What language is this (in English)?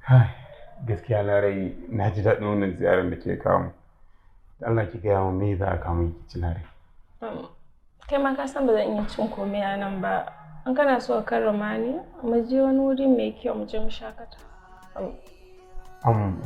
Hausa